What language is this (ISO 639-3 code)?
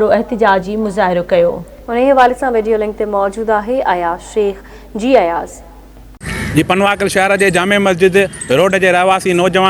snd